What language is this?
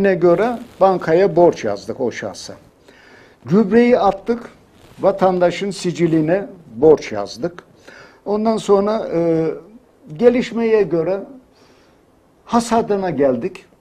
Turkish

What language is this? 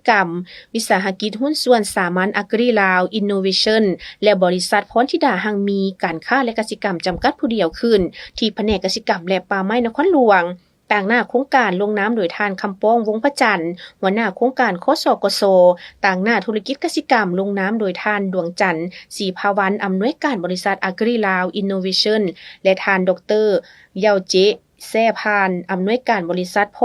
Lao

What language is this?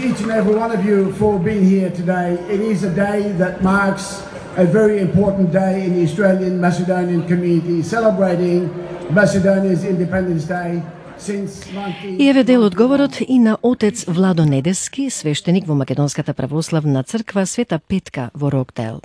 Macedonian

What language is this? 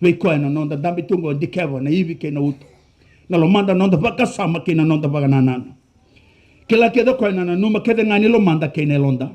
Fijian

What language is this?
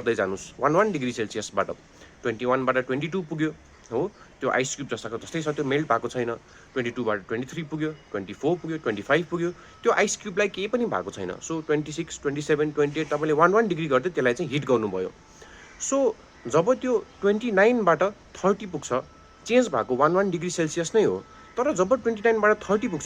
Nepali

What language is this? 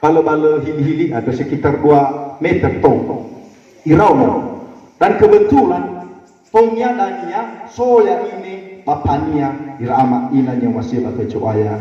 Nias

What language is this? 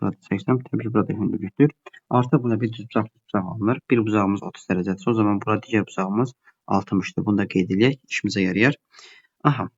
Azerbaijani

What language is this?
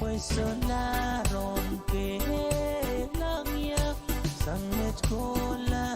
Pohnpeian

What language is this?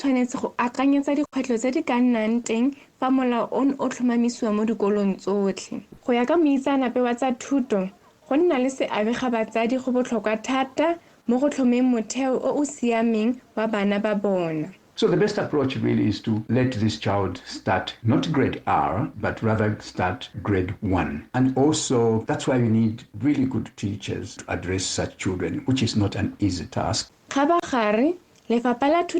Tswana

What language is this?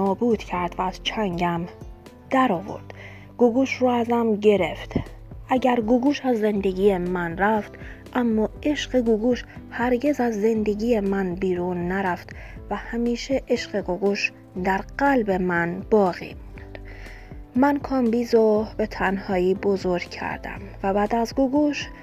Persian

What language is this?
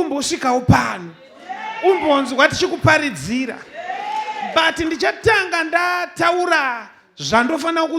Shona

